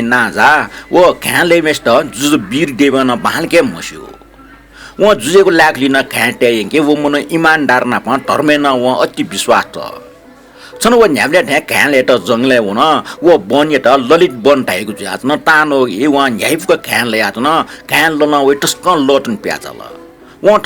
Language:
Newari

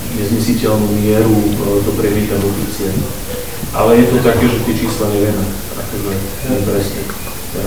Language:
Slovak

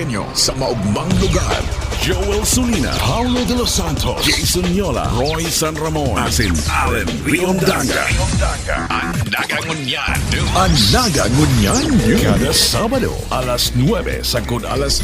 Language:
Bikol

